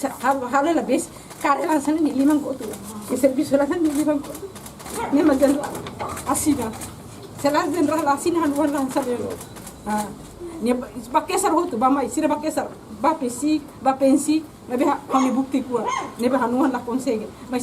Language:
Tetum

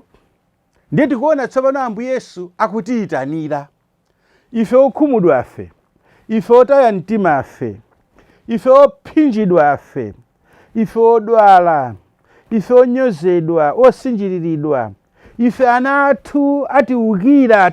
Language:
Nyanja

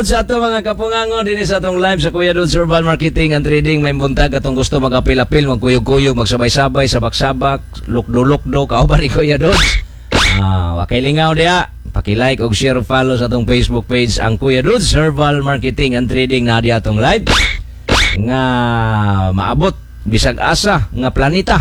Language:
Cebuano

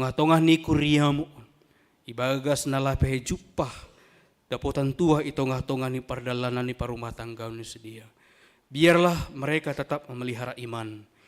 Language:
Batak Simalungun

